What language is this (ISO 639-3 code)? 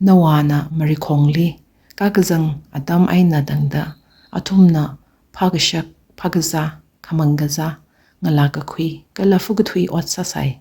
nmf